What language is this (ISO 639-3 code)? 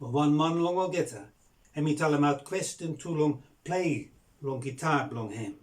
bis